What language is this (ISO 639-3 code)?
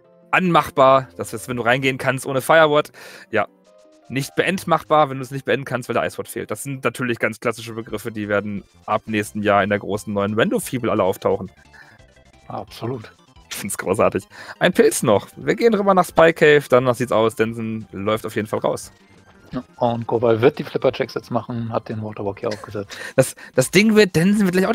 deu